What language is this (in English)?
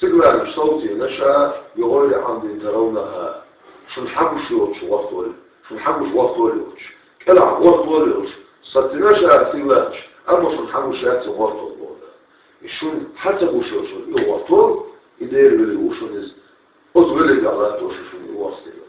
Chechen